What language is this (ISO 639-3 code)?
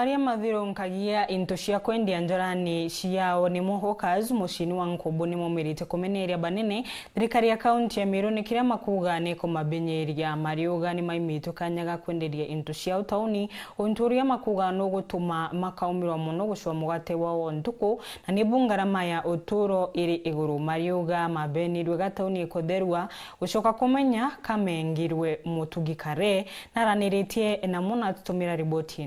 mer